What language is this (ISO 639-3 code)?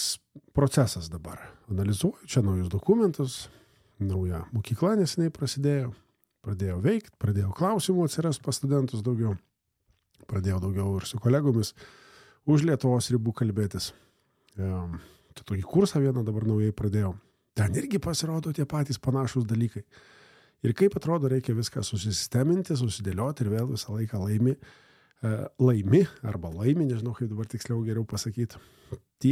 lit